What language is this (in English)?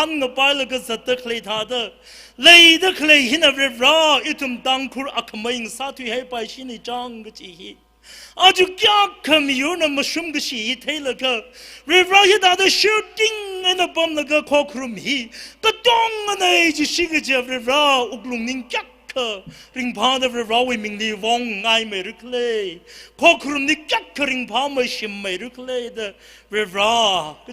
Tangkhul Naga (India)